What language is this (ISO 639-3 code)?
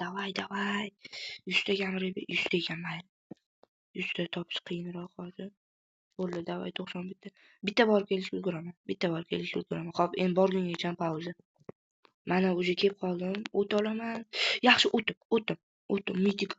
uzb